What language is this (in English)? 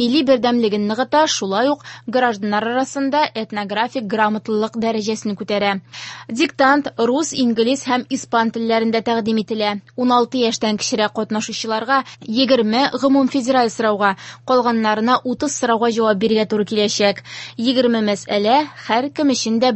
Tatar